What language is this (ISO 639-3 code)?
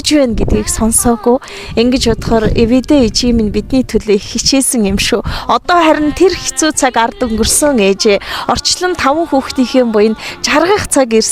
mon